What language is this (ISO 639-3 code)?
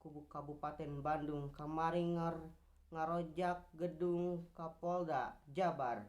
sun